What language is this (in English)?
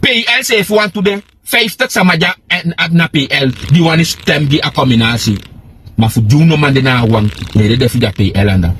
Sranan Tongo